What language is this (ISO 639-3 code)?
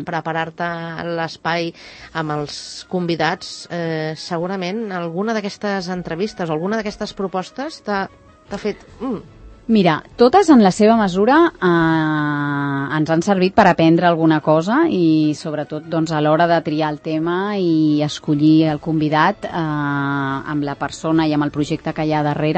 cat